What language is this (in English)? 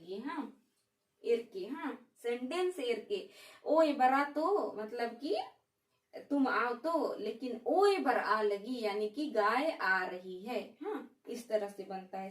Kurukh